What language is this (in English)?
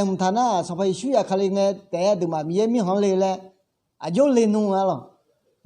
Akha